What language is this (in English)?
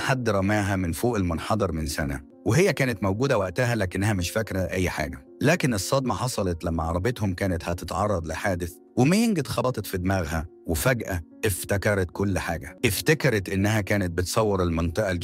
Egyptian Arabic